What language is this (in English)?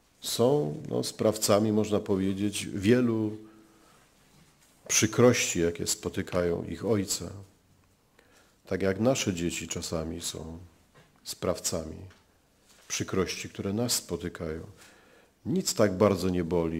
Polish